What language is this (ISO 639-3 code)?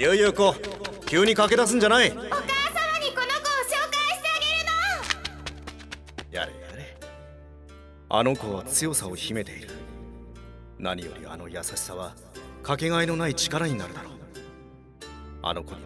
jpn